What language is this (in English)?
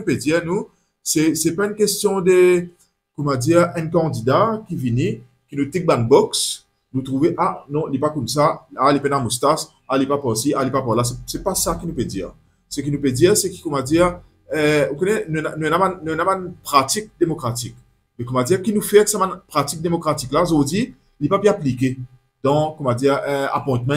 Morisyen